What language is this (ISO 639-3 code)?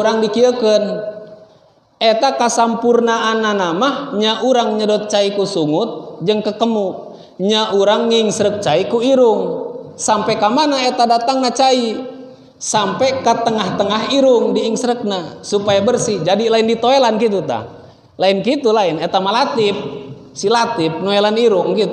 sun